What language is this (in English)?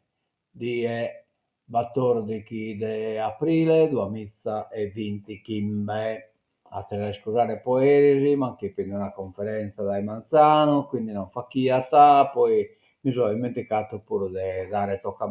Sardinian